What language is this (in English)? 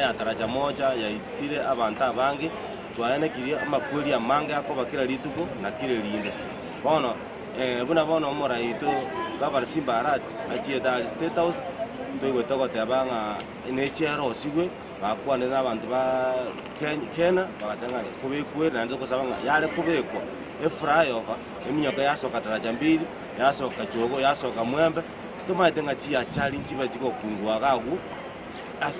Gusii